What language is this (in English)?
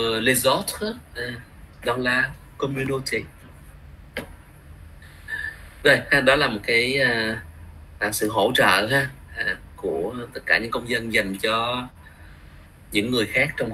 Vietnamese